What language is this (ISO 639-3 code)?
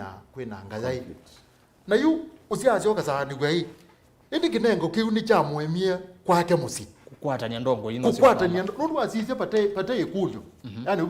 kam